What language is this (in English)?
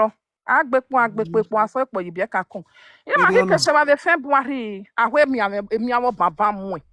Nigerian Pidgin